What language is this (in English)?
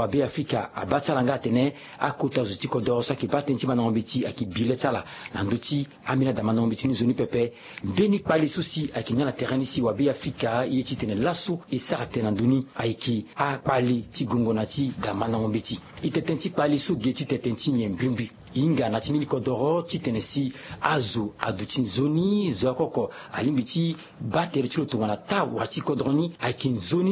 Sango